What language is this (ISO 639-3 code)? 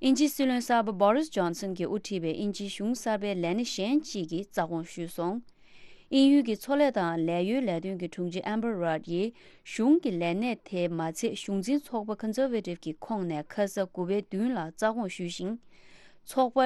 bod